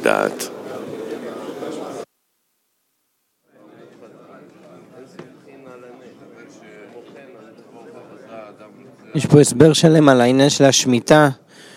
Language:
Hebrew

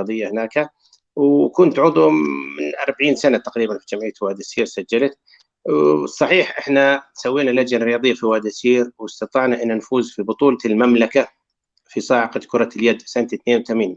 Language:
North Levantine Arabic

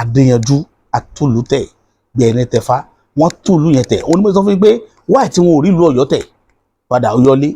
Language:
Yoruba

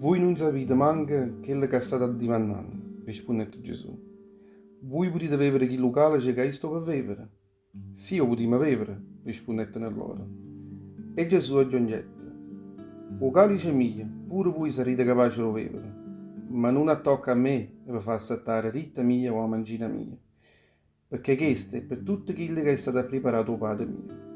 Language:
Neapolitan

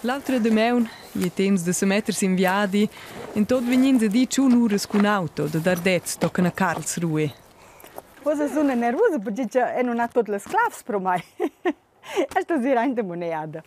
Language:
Romansh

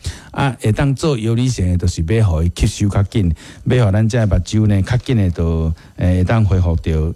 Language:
Min Nan Chinese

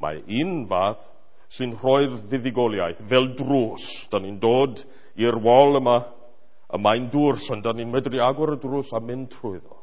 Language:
Welsh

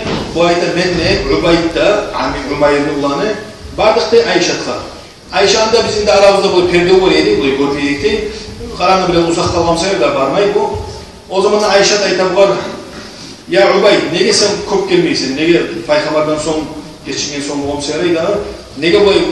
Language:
Kumyk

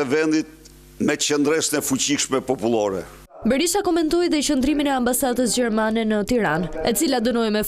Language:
Albanian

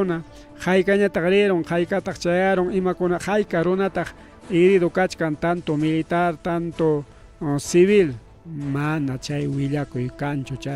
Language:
Ayacucho Quechua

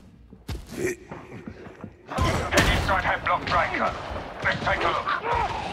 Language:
English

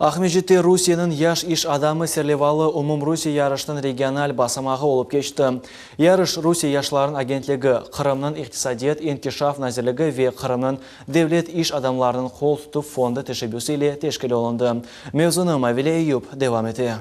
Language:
Crimean Tatar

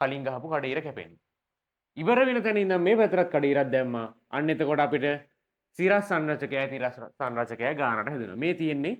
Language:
Sinhala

